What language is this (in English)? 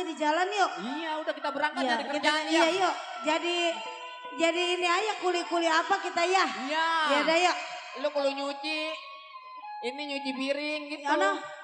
Betawi